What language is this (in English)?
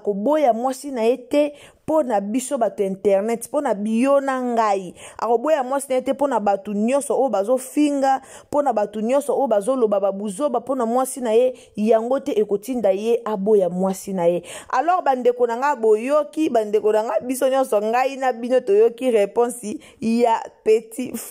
Lingala